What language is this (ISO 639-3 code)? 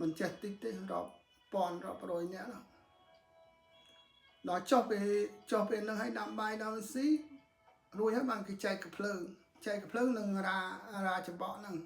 khm